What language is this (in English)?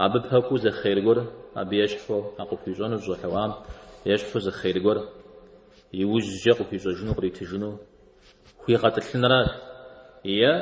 Kabardian